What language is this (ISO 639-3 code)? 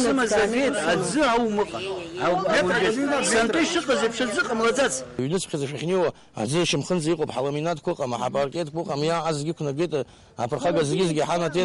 abk